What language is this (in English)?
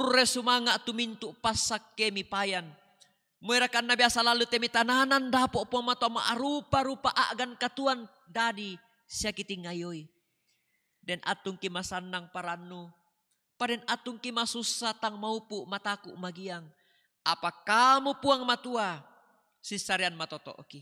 Toraja-Sa'dan